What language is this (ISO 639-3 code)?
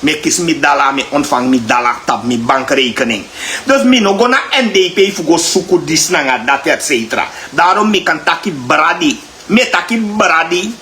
srn